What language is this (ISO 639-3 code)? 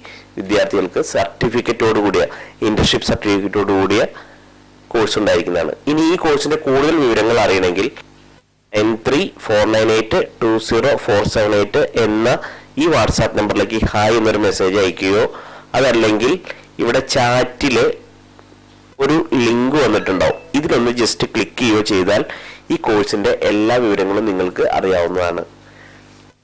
mal